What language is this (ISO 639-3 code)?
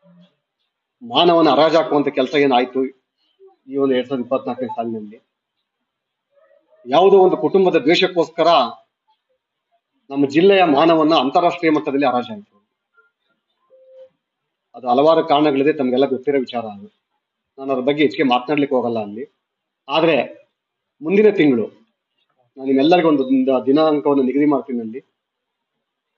kan